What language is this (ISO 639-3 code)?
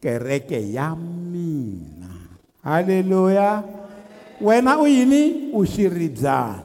tso